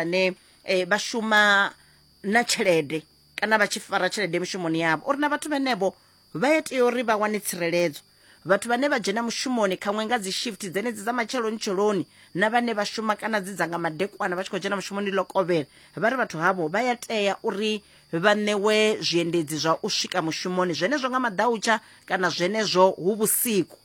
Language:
Venda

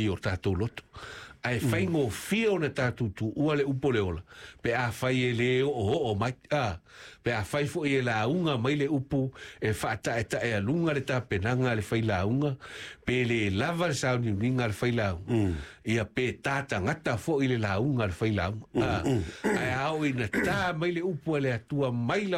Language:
Samoan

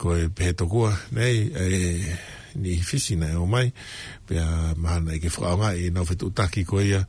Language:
Tongan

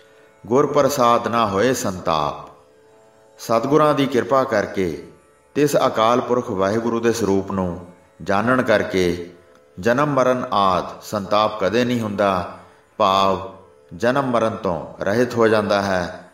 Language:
Punjabi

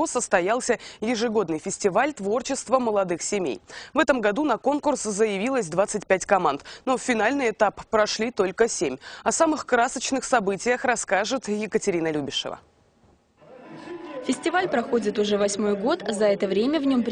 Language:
Russian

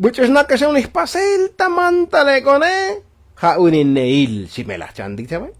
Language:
Tzotzil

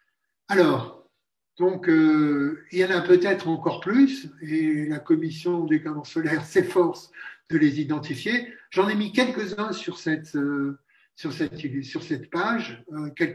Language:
French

